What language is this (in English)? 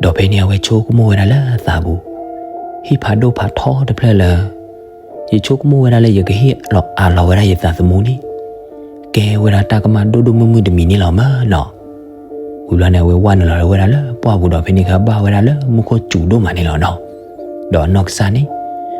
S'gaw Karen